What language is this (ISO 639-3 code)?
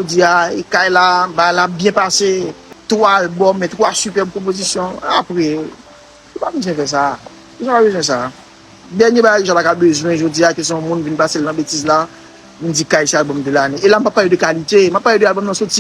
hat